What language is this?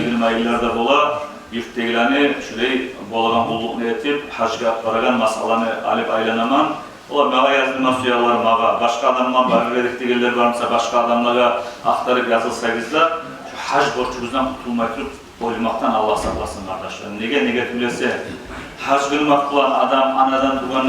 Kumyk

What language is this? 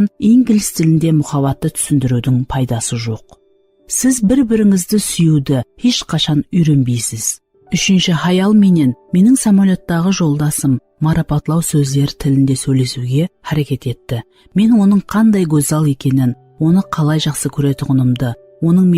Kara-Kalpak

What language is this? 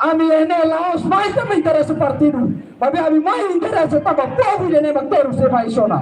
Tetum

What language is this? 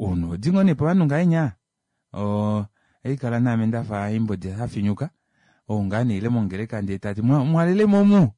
Kuanyama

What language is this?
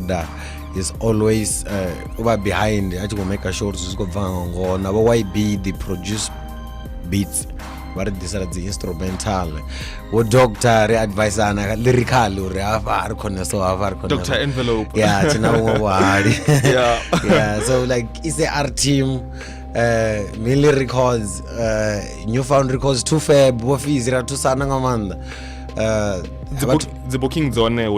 Venda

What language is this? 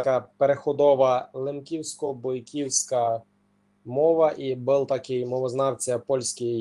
Rusyn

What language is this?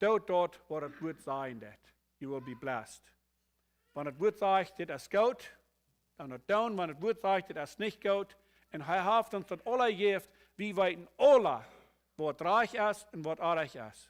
Plautdietsch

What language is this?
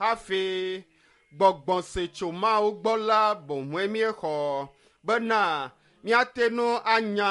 Ewe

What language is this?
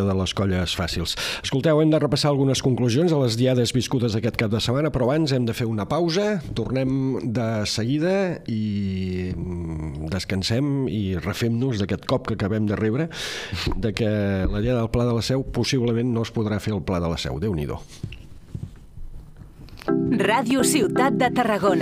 Catalan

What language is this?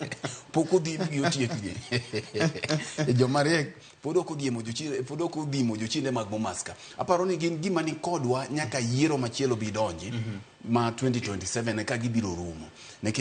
Luo (Kenya and Tanzania)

